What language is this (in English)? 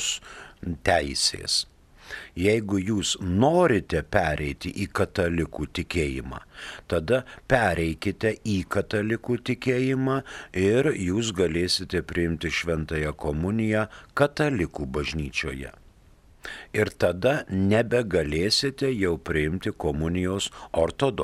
Lithuanian